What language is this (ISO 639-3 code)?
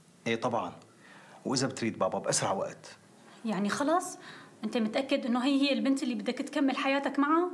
apc